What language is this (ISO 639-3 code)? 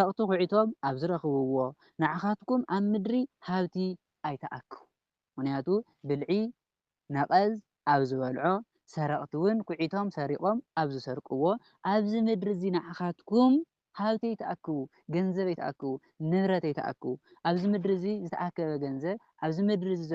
tir